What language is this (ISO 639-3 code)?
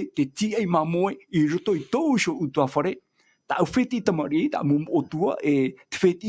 tah